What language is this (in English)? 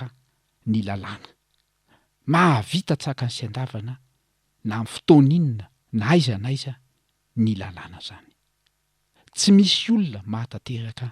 Malagasy